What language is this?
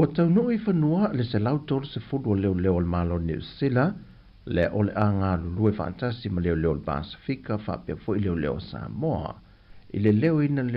Samoan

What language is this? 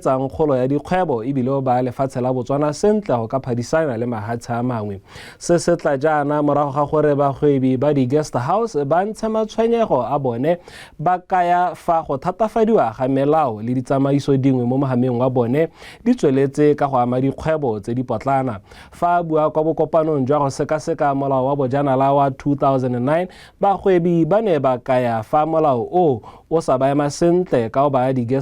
Tswana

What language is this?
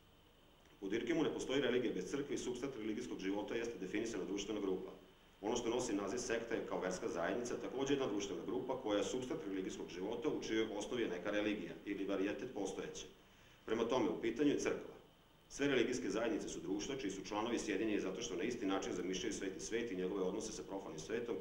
Serbian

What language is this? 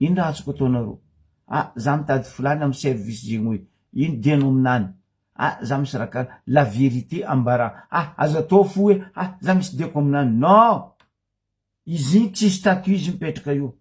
Malagasy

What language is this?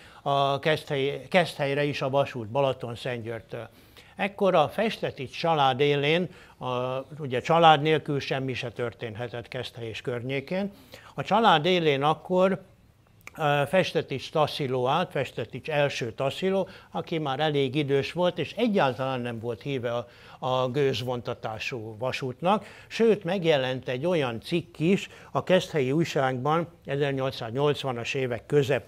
Hungarian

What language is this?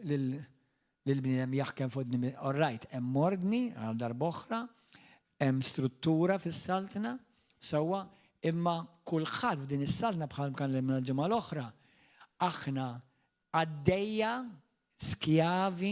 Maltese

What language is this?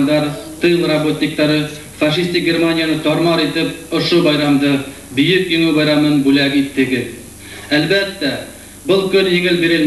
Bashkir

